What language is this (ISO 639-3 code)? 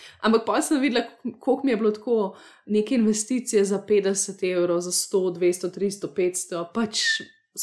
slv